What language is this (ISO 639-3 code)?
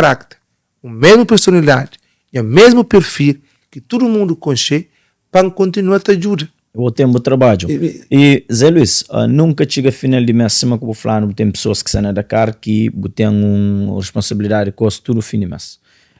kea